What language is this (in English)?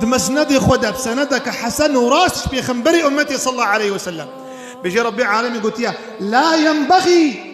Kurdish